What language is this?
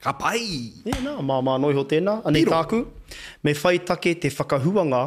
Māori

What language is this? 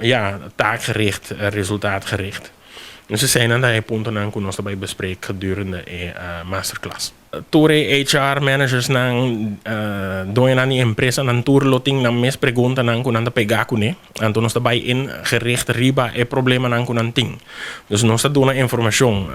Papiamento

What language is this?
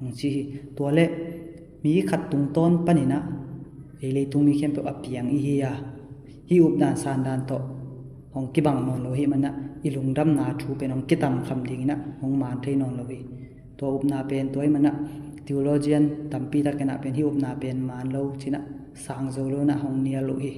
Tedim Chin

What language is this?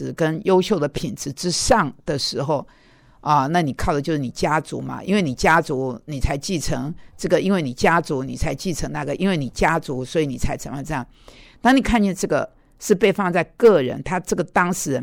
Chinese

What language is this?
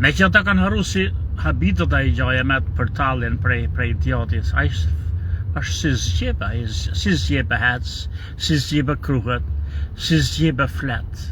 Albanian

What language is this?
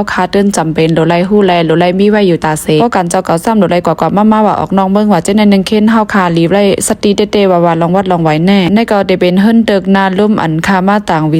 Shan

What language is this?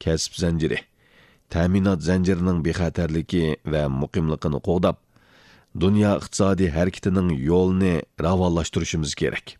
Uyghur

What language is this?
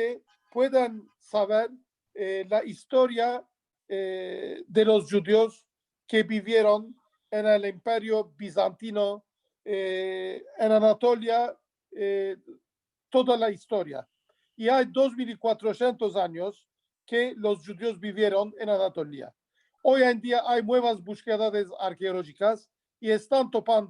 Ladino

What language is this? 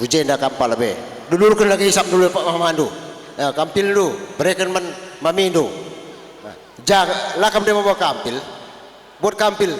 Batak Karo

